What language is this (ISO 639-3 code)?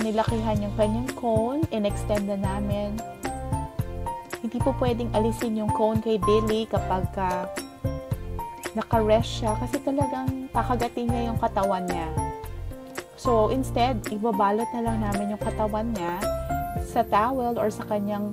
fil